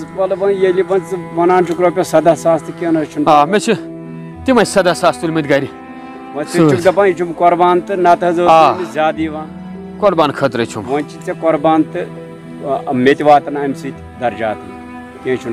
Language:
Kashmiri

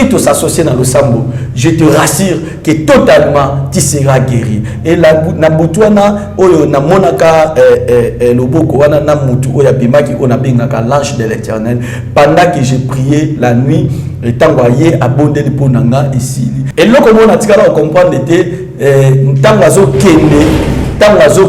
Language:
Lingala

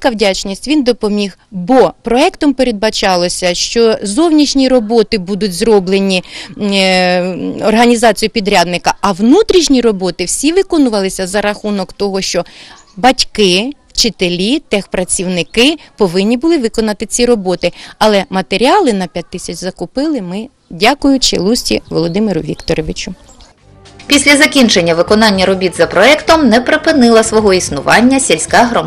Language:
Ukrainian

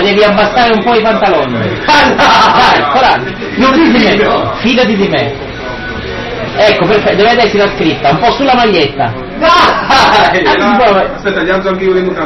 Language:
Italian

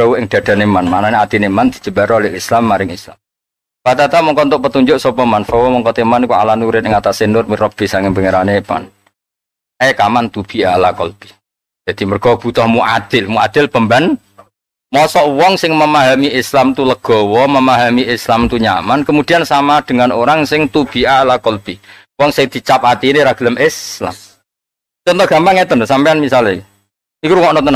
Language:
Javanese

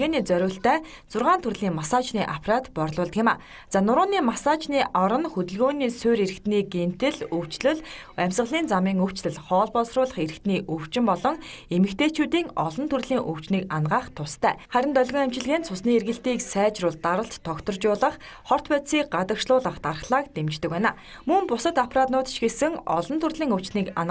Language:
Mongolian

